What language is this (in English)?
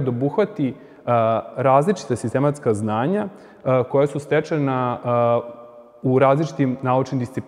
Serbian